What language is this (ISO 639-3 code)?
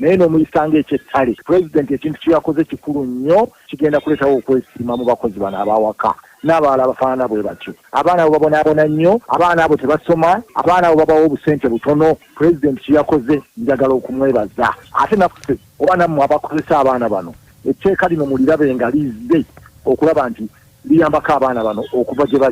lug